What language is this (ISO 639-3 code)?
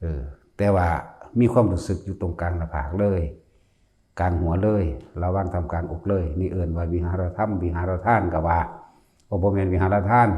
tts